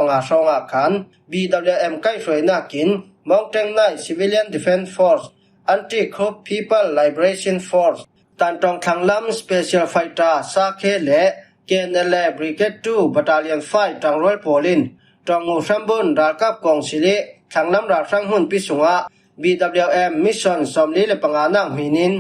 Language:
Falam Chin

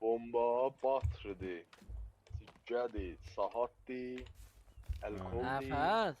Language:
South Azerbaijani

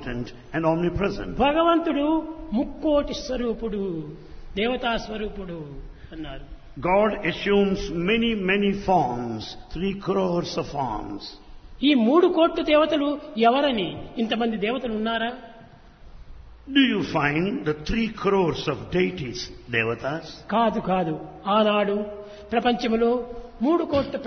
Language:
Telugu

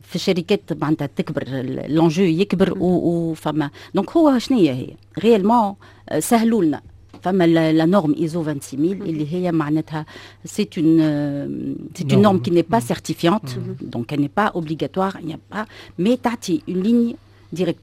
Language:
Tunisian Arabic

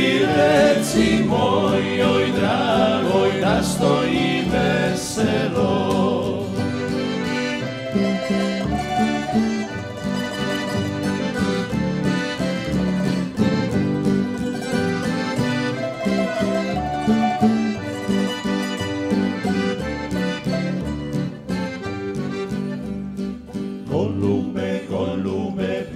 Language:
Serbian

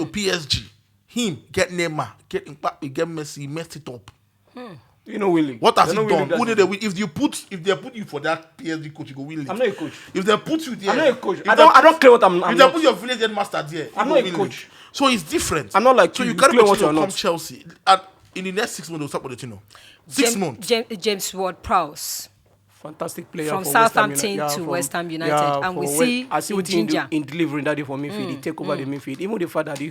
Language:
Nigerian Pidgin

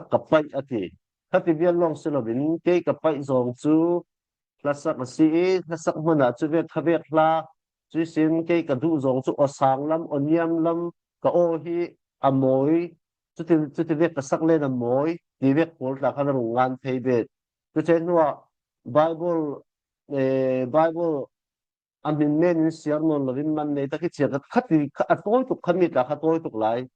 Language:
Falam Chin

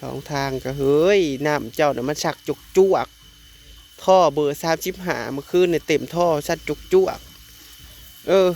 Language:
Northeastern Thai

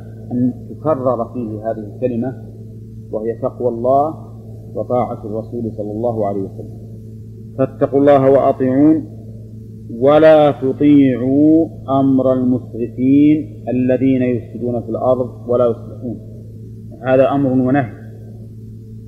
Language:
Arabic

